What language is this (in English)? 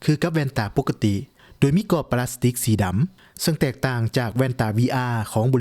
Lao